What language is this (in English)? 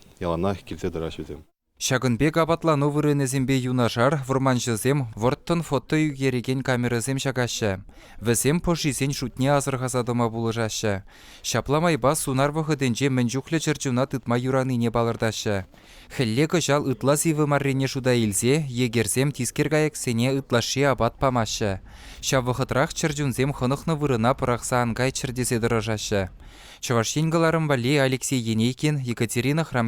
Chuvash